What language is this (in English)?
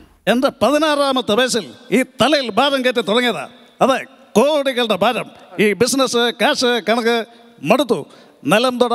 Malayalam